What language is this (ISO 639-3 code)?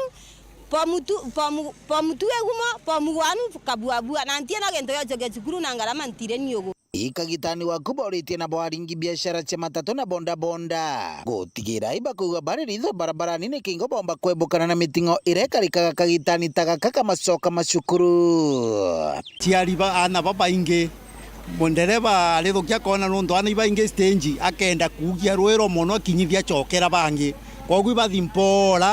mer